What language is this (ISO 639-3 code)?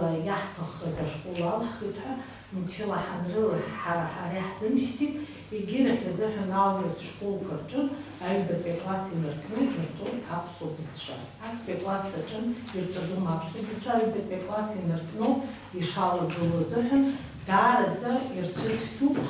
abk